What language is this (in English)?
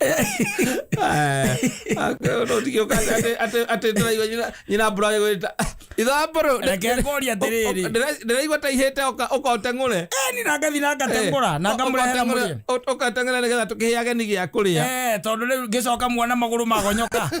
Kikuyu